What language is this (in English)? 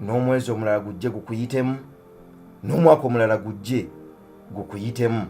Ganda